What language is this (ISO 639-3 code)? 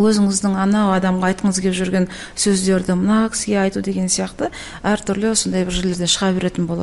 kaz